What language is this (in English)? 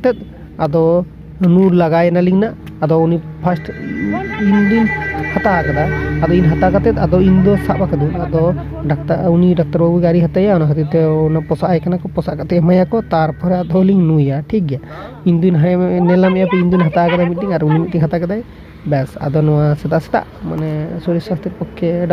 Santali